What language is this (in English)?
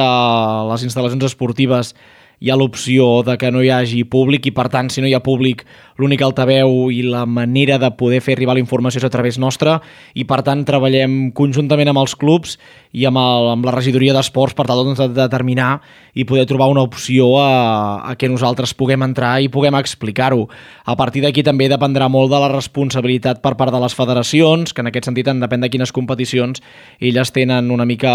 Catalan